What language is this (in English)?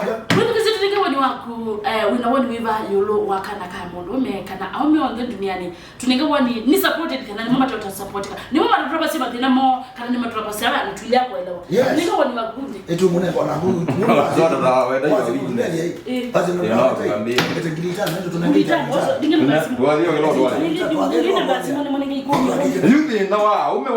Kamba